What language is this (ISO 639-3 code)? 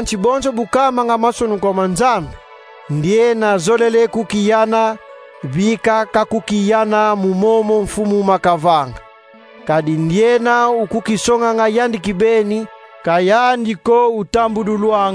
kon